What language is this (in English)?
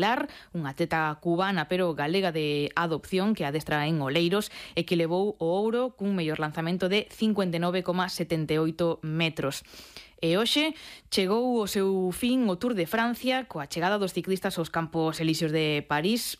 Galician